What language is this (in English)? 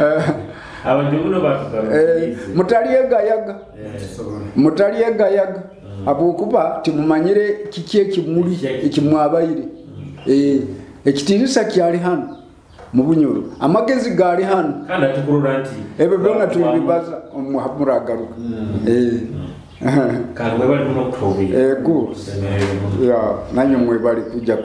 Nyoro